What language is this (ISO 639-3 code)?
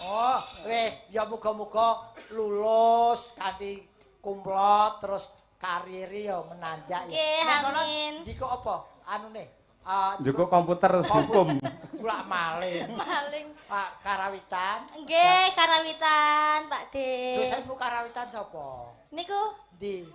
jav